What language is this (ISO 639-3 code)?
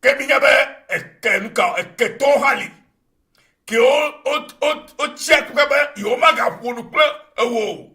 ewe